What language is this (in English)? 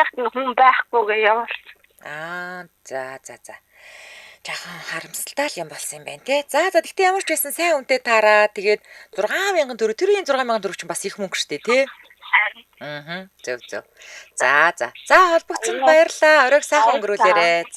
Mongolian